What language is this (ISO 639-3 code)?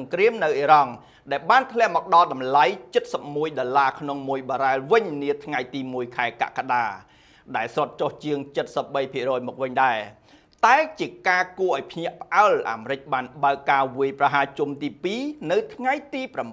khm